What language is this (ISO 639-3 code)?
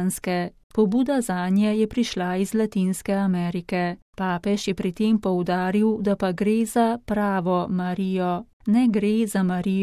slv